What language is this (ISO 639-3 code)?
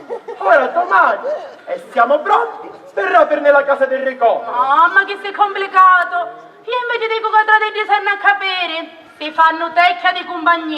scn